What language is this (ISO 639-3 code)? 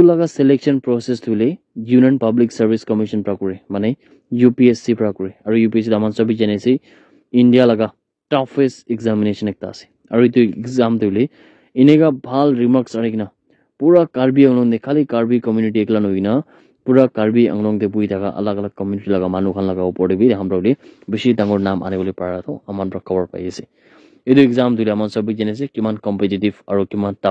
nag